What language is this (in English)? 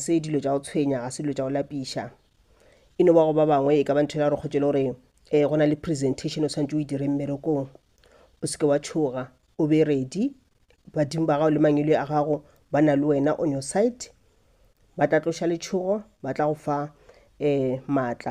Northern Sotho